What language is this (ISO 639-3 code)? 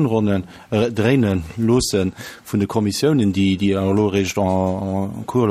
ltz